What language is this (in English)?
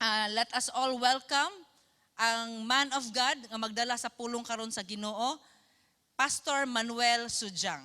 Cebuano